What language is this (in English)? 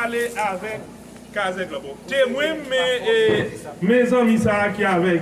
Haitian Creole